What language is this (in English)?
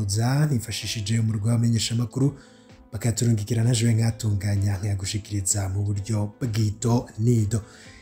Rundi